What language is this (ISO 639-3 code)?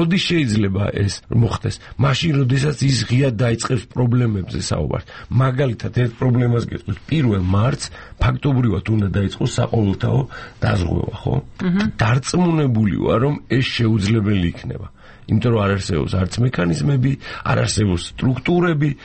kat